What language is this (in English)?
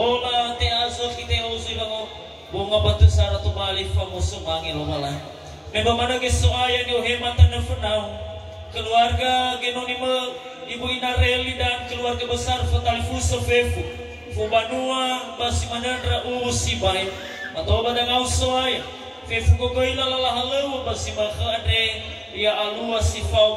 Nias